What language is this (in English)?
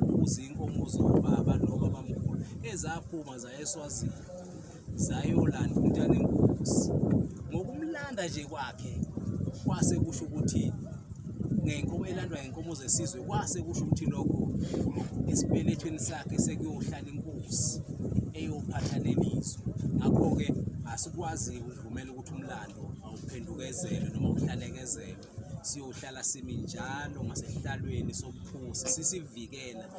Zulu